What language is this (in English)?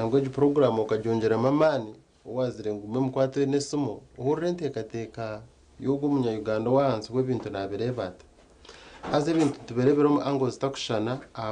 Nyankole